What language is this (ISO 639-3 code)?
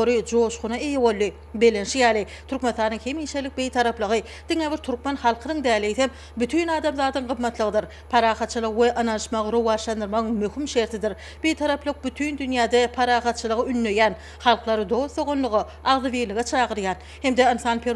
tuk